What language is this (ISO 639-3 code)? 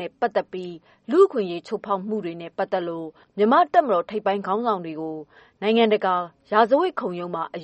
mya